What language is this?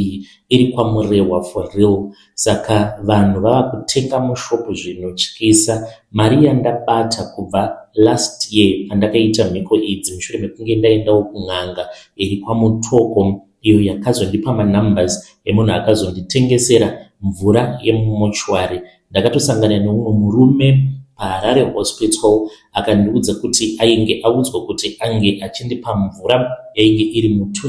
Shona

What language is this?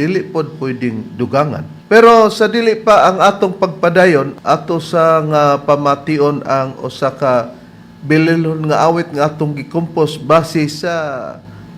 Cebuano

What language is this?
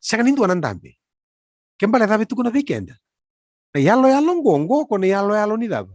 Fijian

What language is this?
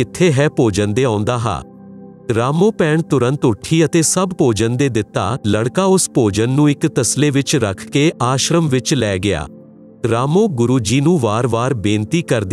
Punjabi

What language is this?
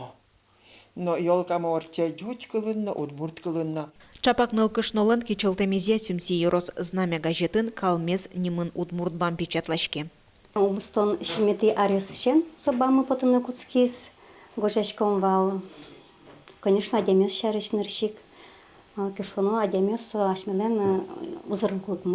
Udmurt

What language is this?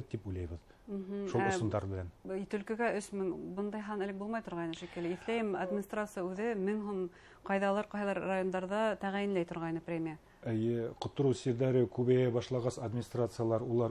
Bashkir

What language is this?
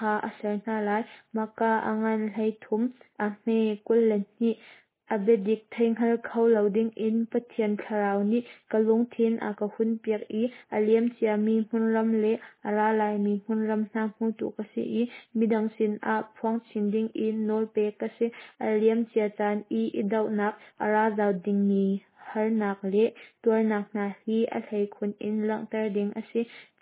Hakha Chin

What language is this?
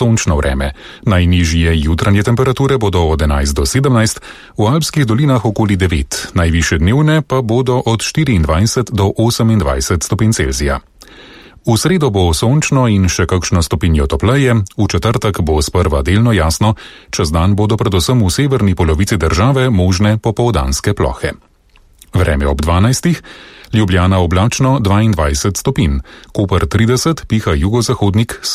Slovenian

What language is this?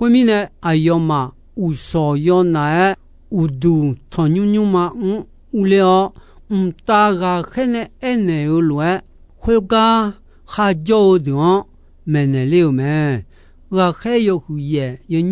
Akha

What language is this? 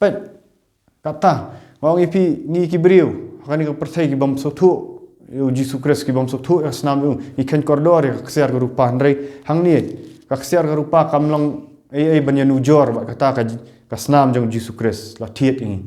Khasi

